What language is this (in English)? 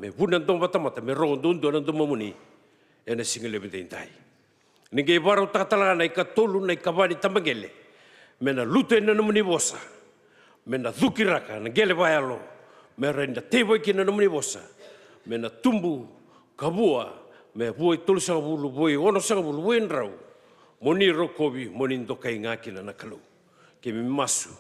Fijian